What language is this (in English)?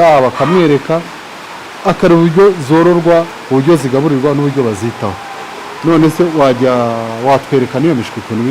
Kinyarwanda